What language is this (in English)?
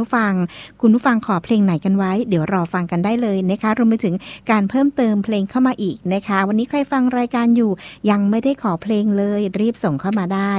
Thai